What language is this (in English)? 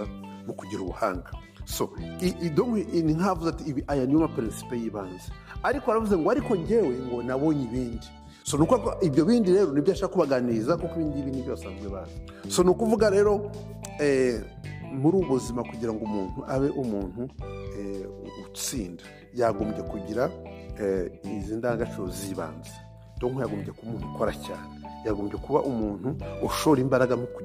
Kinyarwanda